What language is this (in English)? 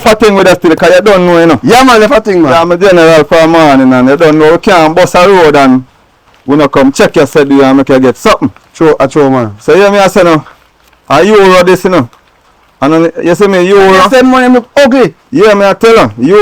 Jamaican Creole English